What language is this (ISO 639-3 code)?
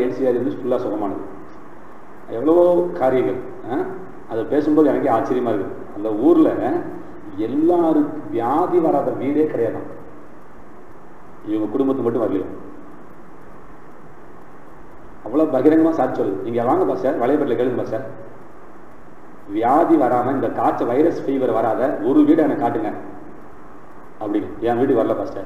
tam